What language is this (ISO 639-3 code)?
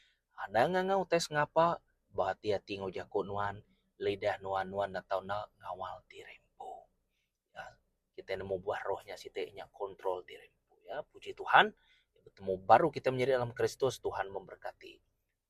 iba